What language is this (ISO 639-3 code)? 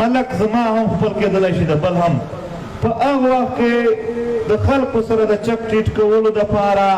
pus